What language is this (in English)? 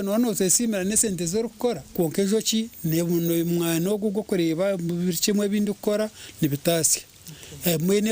Nyankole